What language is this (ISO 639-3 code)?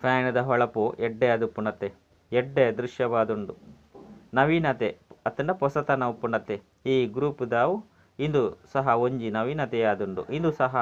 tcy